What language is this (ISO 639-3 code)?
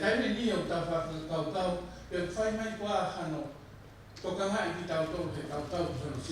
ton